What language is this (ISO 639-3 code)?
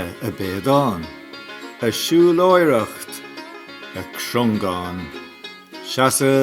gle